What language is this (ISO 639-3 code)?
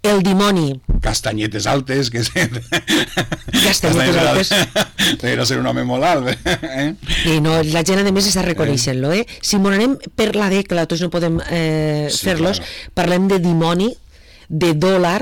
cat